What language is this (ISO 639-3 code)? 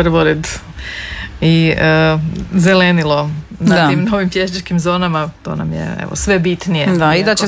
hrv